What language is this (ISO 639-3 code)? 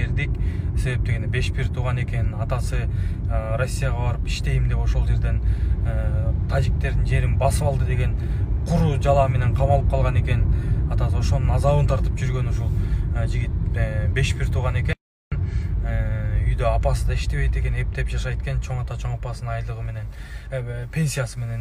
kir